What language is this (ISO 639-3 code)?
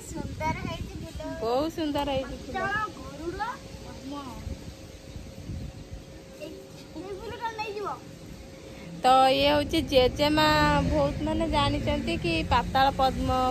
ori